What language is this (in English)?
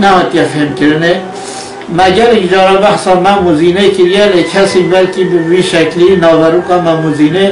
Kurdish